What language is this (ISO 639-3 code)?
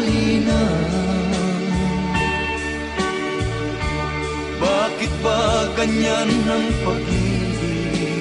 fil